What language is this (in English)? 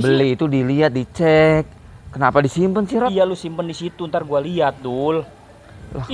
Betawi